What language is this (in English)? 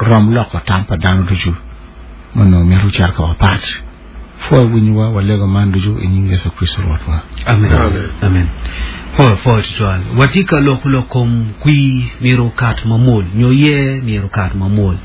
Acoli